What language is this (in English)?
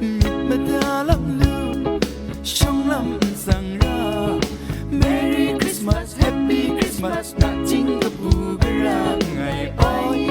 Kachin